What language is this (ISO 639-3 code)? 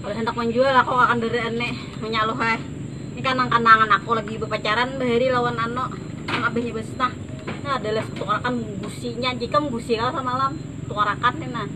bjn